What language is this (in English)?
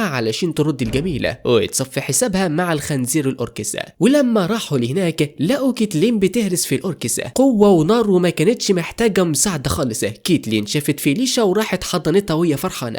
Egyptian Arabic